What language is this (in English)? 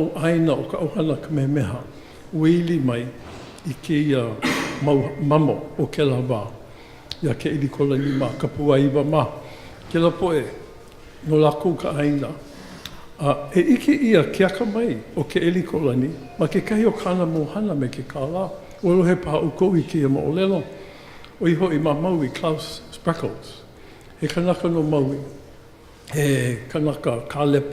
Hawaiian